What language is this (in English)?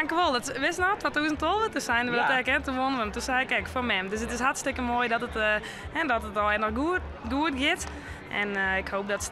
Western Frisian